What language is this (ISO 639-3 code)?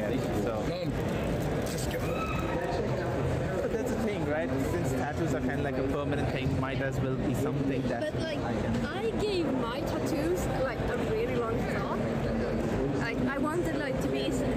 eng